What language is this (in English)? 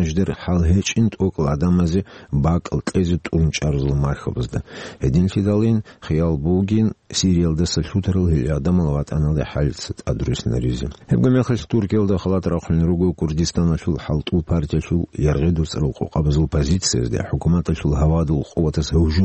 Avaric